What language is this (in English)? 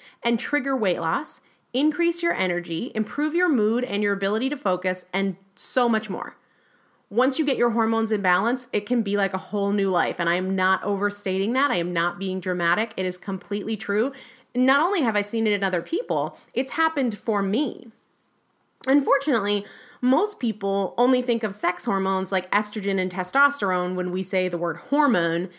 English